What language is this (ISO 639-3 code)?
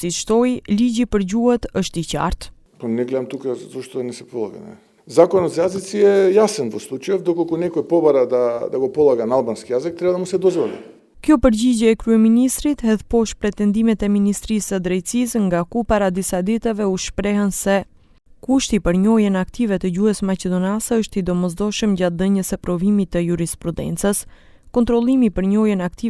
sqi